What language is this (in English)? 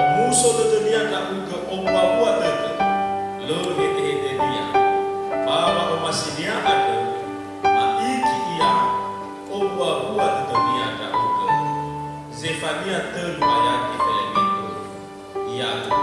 Nias